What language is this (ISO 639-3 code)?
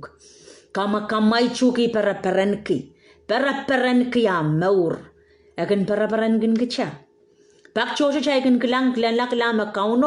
pon